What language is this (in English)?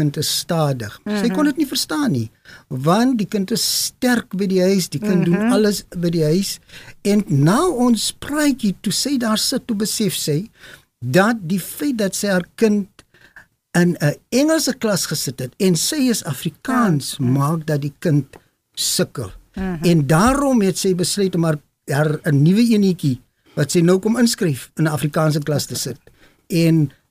Afrikaans